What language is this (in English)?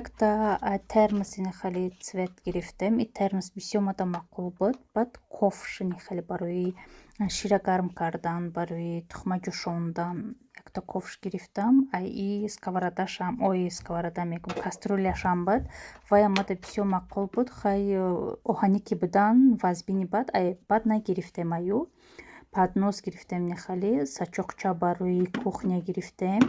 Tajik